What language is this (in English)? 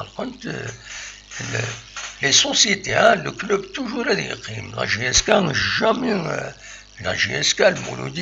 Kabyle